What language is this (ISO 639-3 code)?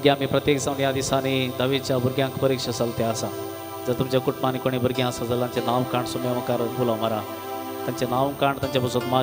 kok